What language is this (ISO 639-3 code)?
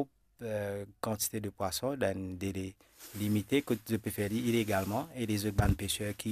mfe